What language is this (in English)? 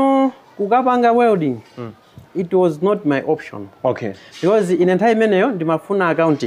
Nyanja